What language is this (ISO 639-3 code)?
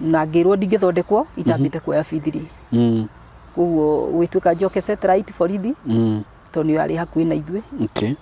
kik